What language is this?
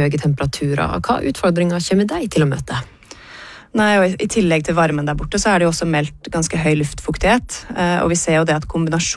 Norwegian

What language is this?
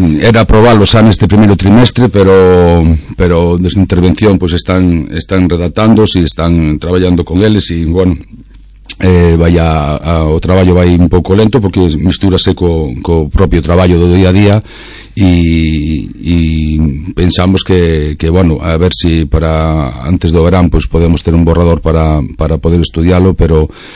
Galician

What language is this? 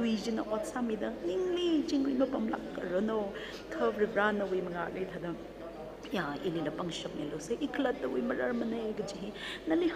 Tangkhul Naga (India)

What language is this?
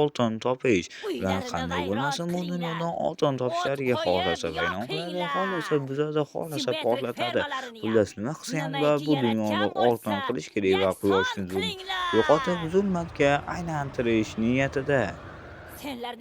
Uzbek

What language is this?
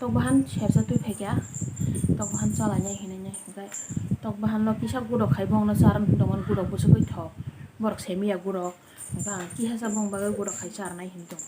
Kok Borok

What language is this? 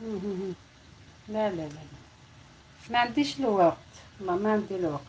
Algerian Arabic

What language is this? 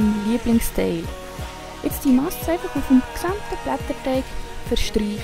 Swiss German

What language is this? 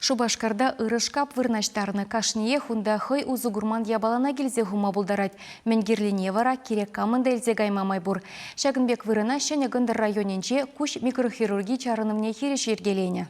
Chuvash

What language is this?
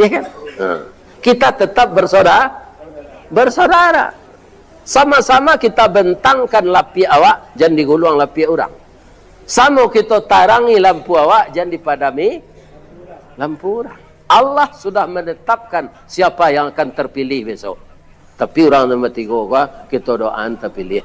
Minangkabau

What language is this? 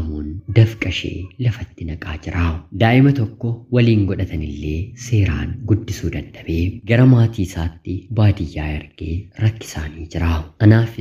Oromo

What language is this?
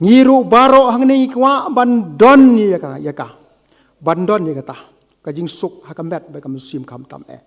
Khasi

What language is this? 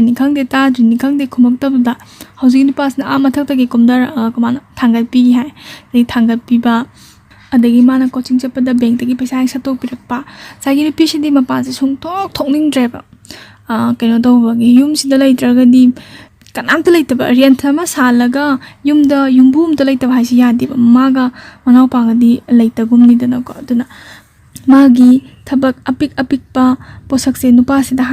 Manipuri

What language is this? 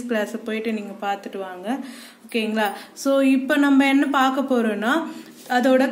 Tamil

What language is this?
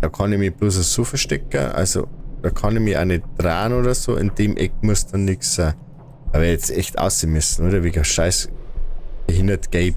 Bavarian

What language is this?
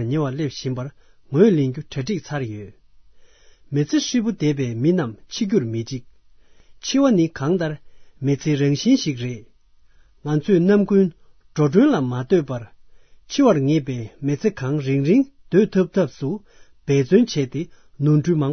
Tibetan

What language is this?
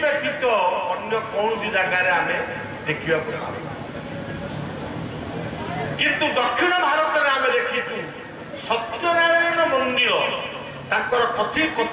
Odia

